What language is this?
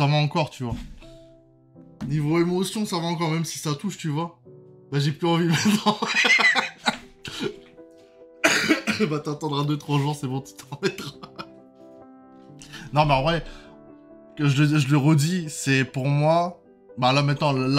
French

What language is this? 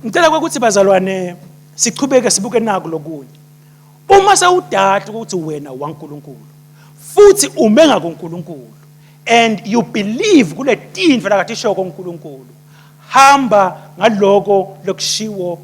Swati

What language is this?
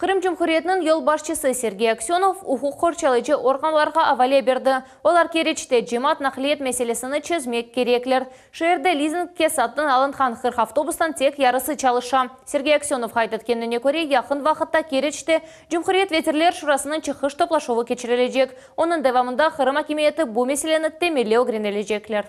Crimean Tatar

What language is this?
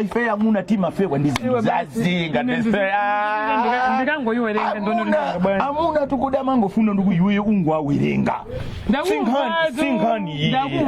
Nyanja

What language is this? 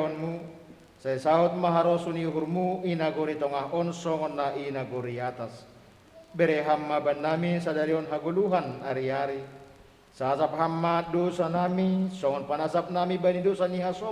Batak Simalungun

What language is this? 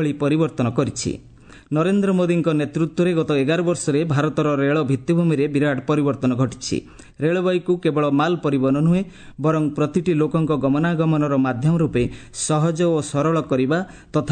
Odia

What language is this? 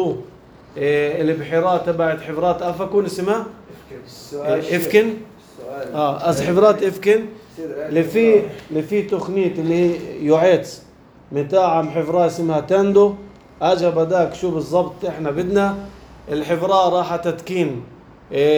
North Levantine Arabic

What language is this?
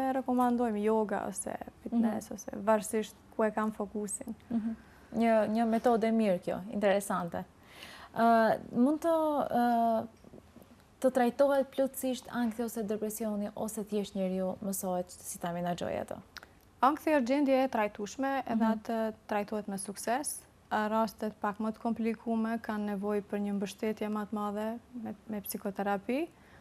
Albanian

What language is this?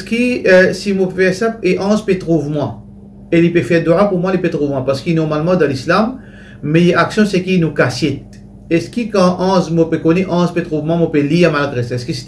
Morisyen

